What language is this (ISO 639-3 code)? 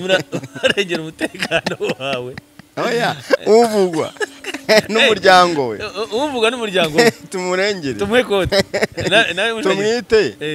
kin